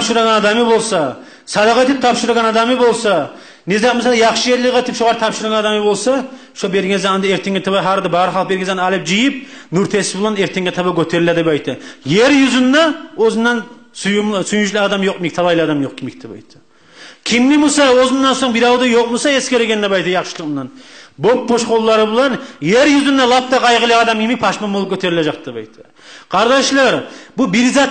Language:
Kumyk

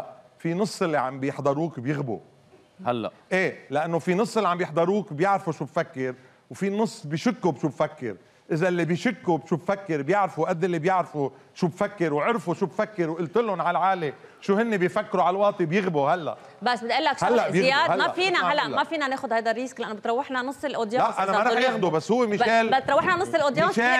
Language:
North Levantine Arabic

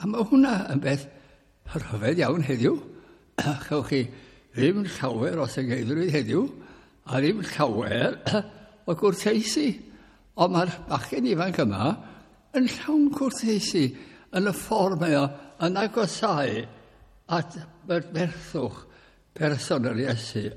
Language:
Welsh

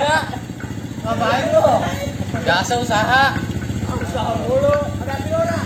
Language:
Betawi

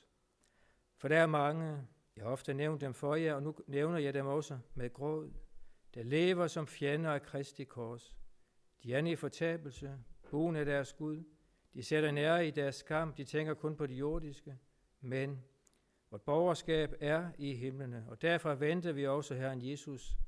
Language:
Danish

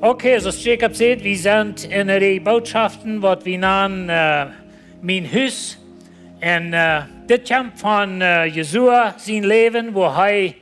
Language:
Plautdietsch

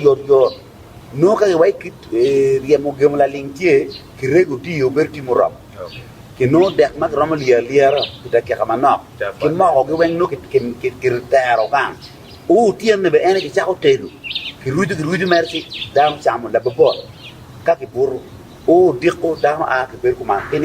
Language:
Acoli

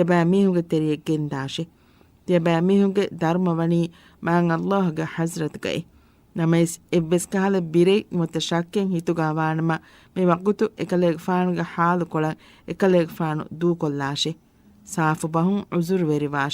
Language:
Divehi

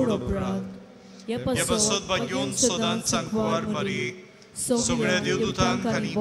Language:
Konkani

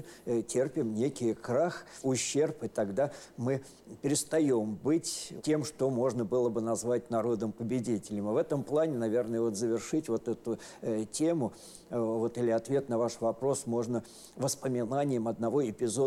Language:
Russian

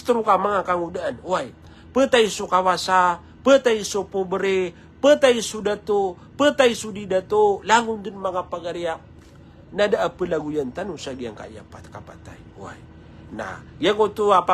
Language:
Maranao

